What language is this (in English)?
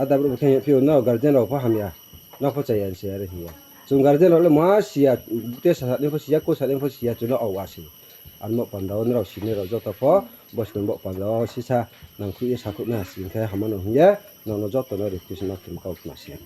Riang (India)